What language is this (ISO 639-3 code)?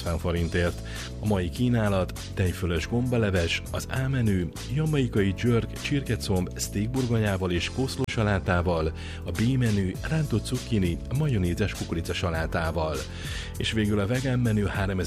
hun